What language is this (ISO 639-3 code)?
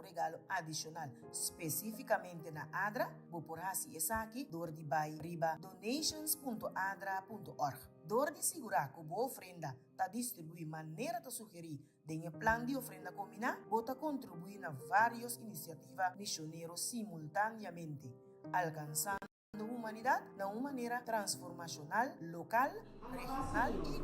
pap